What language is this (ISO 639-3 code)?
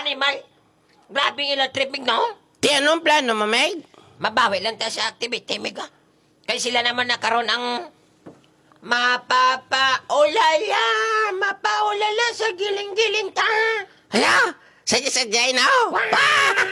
hil